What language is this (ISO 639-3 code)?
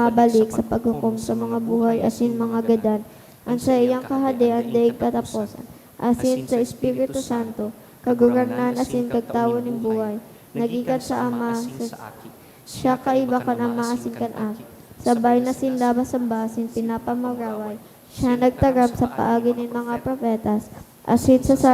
bik